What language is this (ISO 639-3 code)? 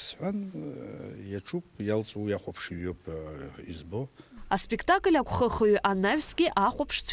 abk